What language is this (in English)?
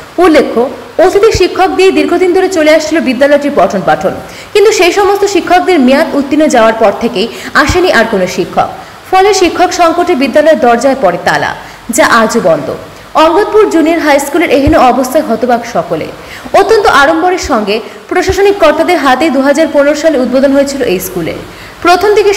Bangla